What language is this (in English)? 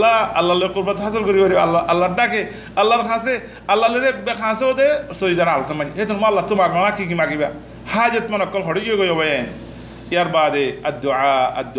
Rohingya